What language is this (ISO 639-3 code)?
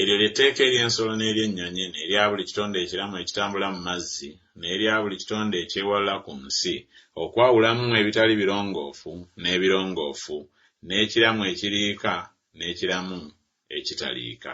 lug